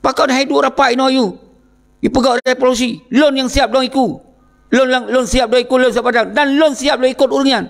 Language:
Achinese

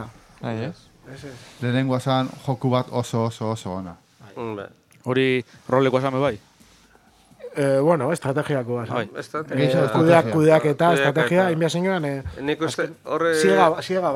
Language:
Basque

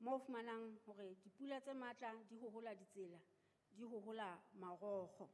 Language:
Southern Sotho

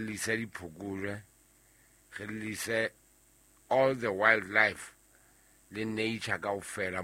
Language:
Southern Sotho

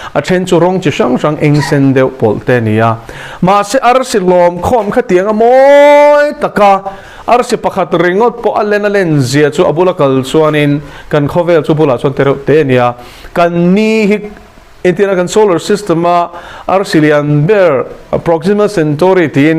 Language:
Mizo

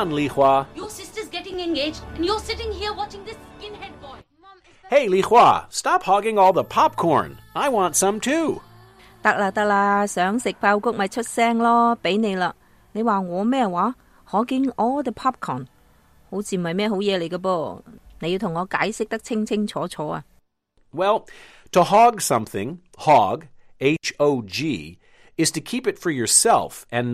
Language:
Cantonese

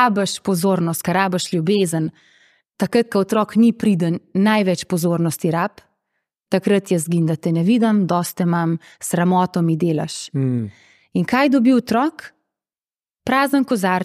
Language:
Slovenian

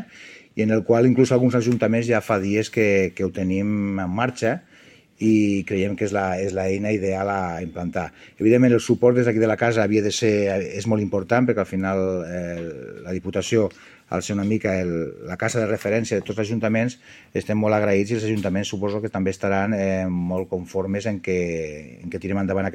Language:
Catalan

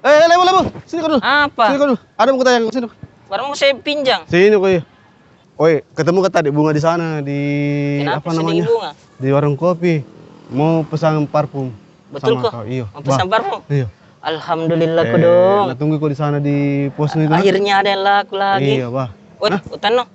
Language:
Makassar Malay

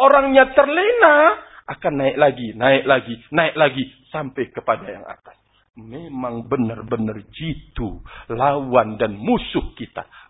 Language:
Indonesian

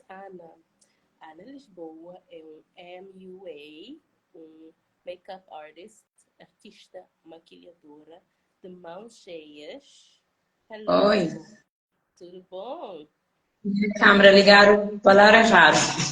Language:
Kabuverdianu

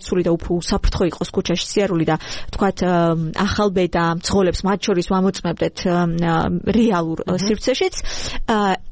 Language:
Georgian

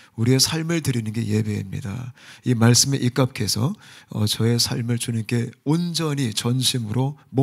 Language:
Korean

